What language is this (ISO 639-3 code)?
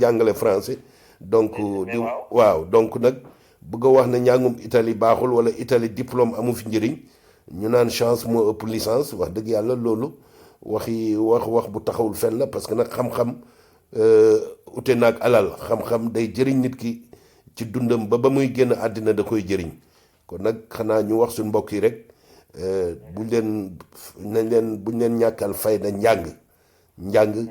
wol